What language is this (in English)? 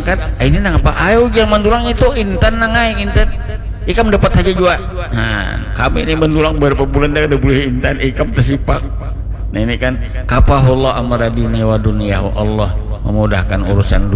Banjar